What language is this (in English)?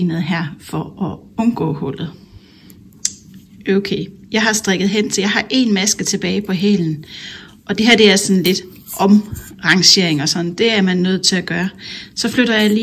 Danish